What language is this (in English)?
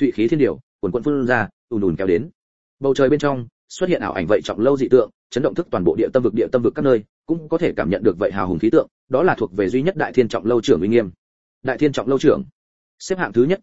Vietnamese